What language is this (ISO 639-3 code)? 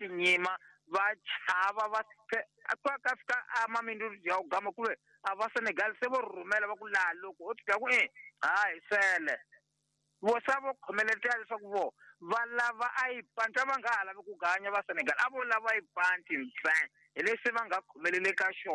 tso